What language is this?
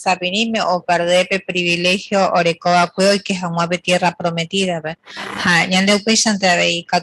Guarani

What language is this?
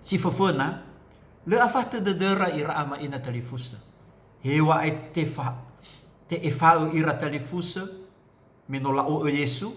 Nias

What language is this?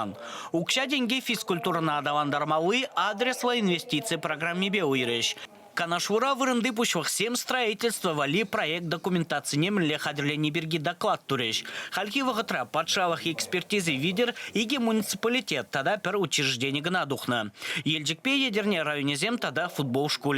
Chuvash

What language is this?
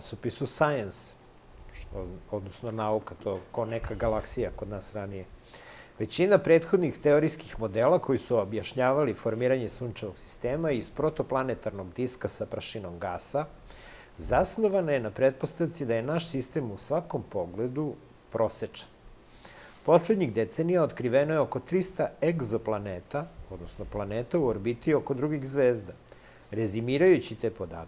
Serbian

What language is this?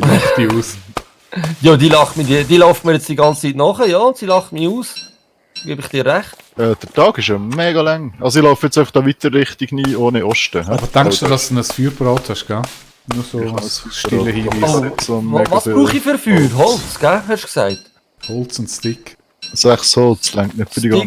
Swiss German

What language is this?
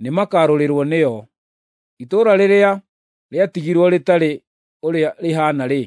Kikuyu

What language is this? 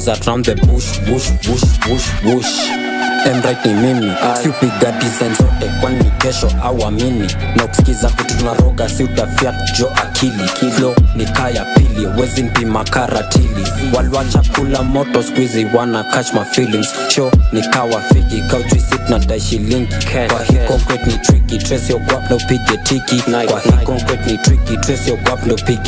Swahili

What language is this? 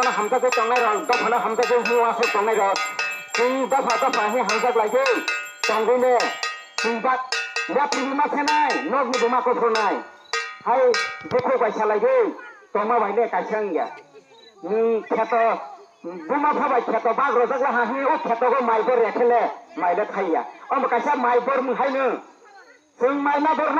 Kok Borok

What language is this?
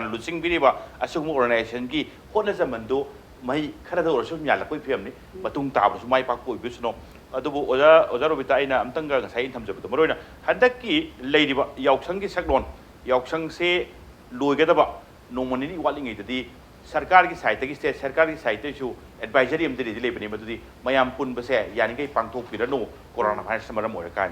Manipuri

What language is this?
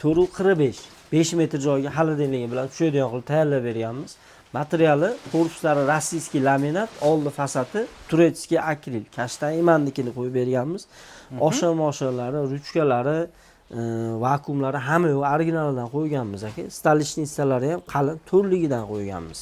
Uzbek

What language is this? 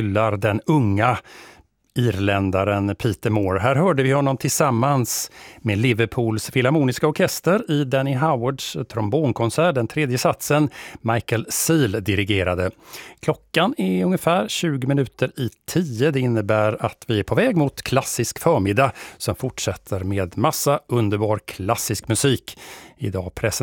Swedish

